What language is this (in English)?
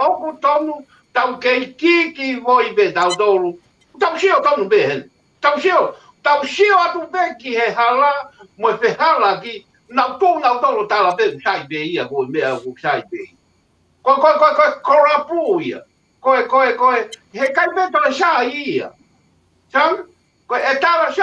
Tongan